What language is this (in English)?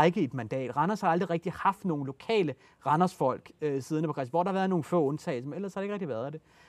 Danish